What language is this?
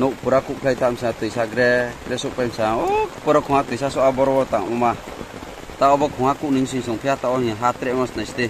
Riang (India)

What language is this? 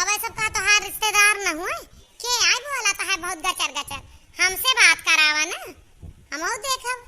Awadhi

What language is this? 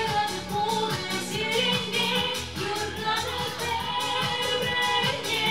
Chuvash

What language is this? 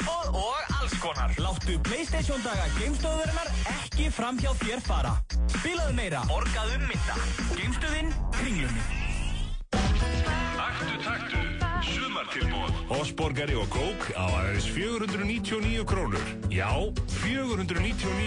Icelandic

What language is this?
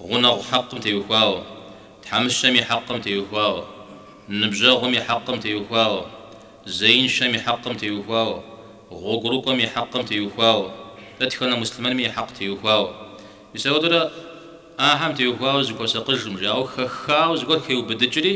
Kabardian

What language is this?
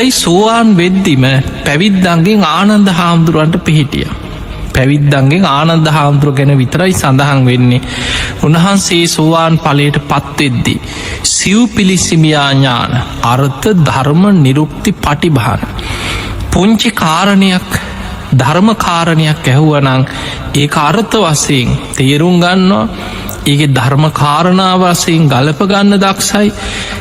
Sinhala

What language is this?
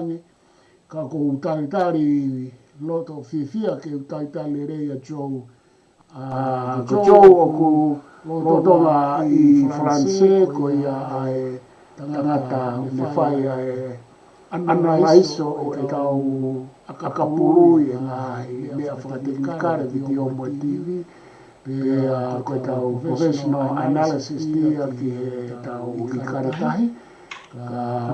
Tongan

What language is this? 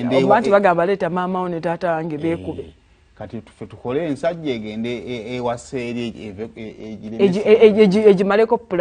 Ganda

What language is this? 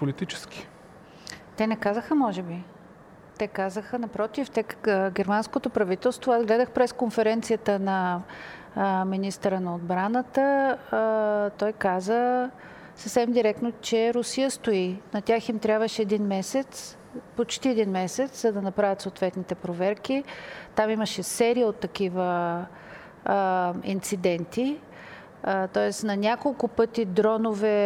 Bulgarian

